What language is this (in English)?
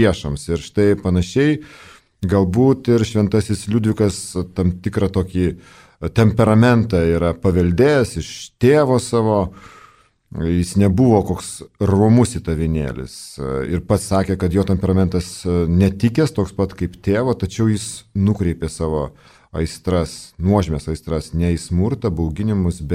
Lithuanian